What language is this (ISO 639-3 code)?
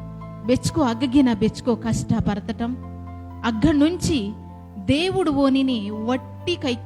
kff